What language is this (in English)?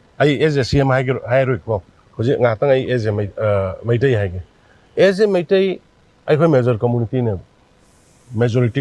Manipuri